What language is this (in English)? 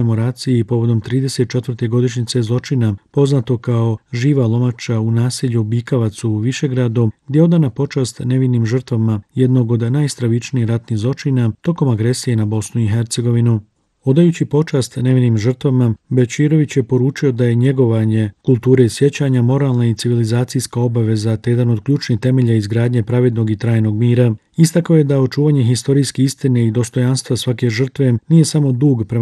Bosnian